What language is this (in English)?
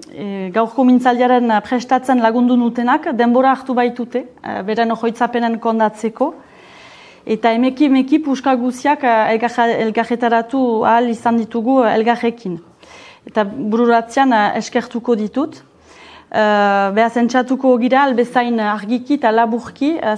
Basque